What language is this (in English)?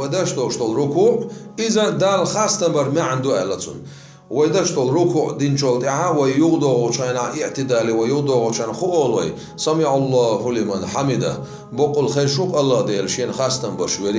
Chechen